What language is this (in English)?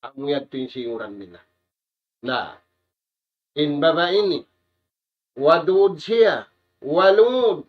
Tausug